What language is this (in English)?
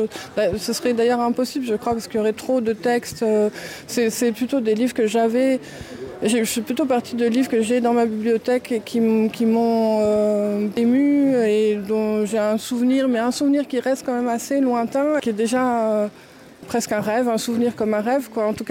Luxembourgish